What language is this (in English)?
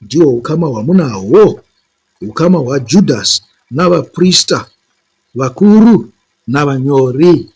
Shona